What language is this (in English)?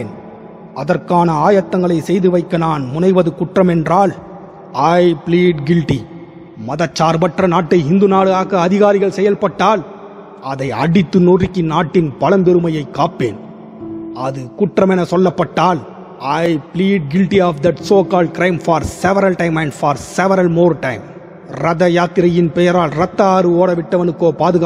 Tamil